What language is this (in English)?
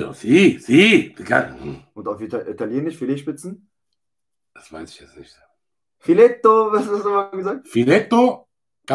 German